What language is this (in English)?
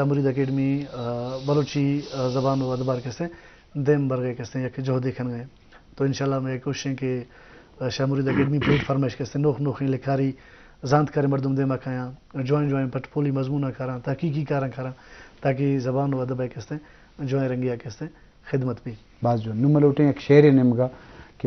Eastern Balochi